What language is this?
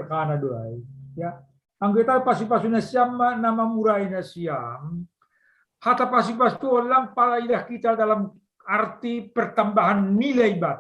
Batak Simalungun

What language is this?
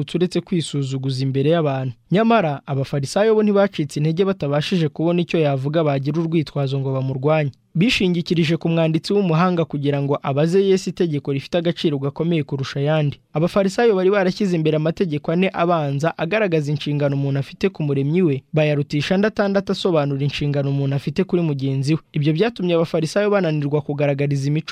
Kinyarwanda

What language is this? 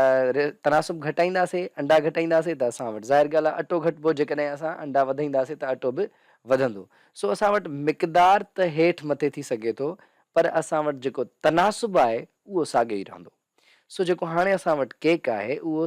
Sindhi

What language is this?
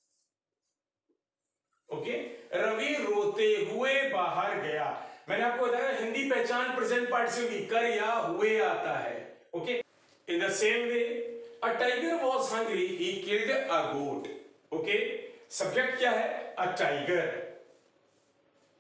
Hindi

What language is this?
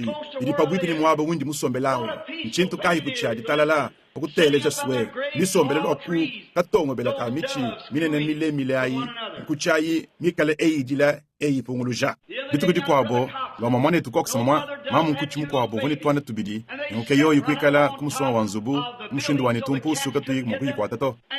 Luba-Lulua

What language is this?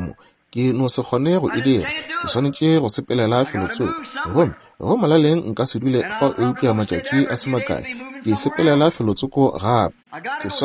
Northern Sotho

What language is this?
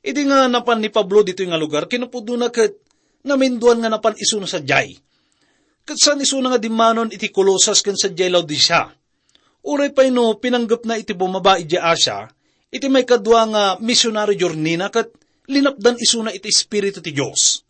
Iloko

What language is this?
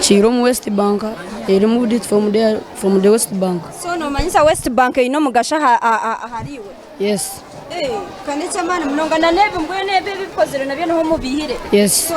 Nyankole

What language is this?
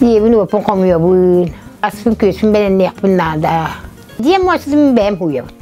Yakut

